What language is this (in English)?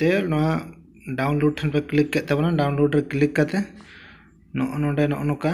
Santali